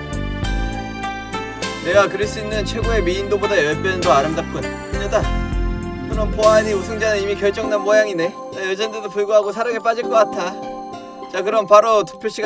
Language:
Korean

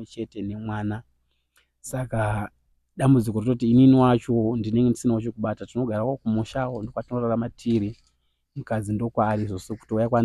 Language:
Shona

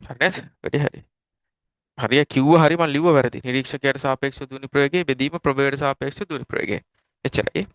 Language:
Sinhala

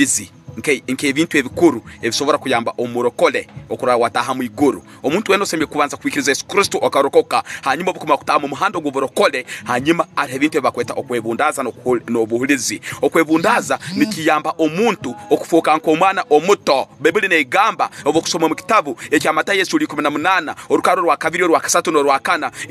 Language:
Tooro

